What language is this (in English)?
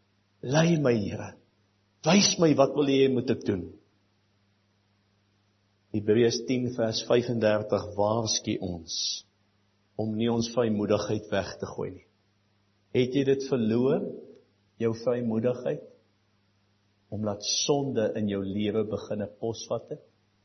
Afrikaans